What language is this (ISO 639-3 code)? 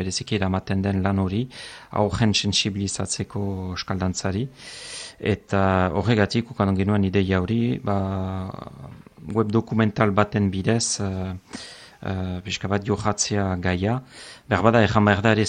eus